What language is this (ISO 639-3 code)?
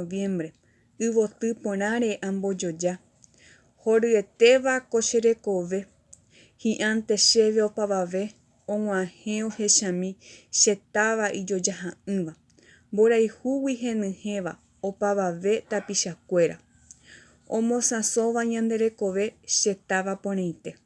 grn